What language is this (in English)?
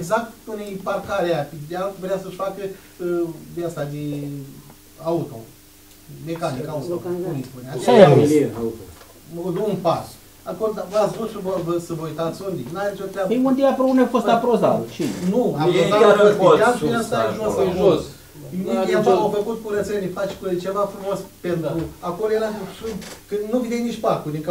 Romanian